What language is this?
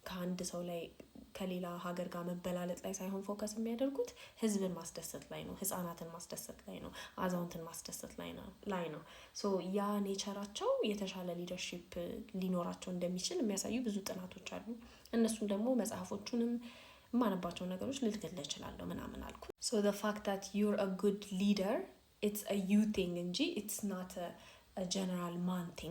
Amharic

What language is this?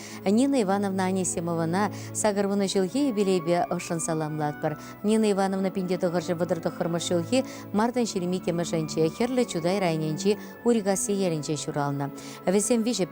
Chuvash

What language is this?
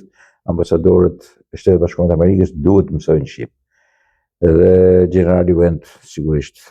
Albanian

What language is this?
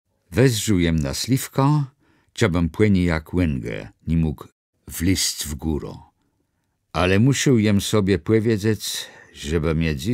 Kashubian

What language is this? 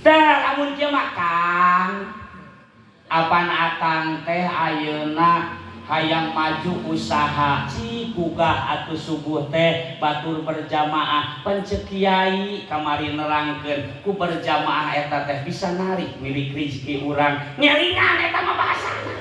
Sundanese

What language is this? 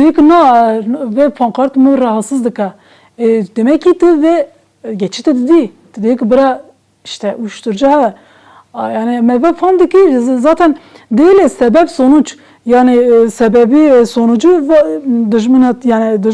Kurdish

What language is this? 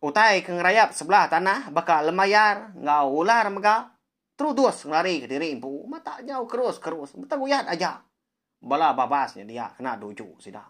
Iban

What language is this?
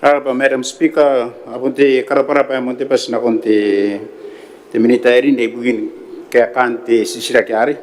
Gilbertese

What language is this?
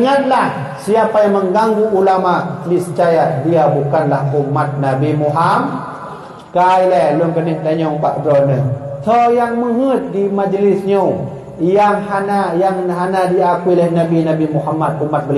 Achinese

